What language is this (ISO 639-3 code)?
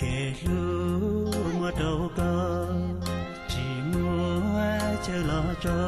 hmn